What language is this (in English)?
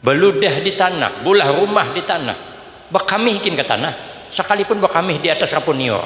Banjar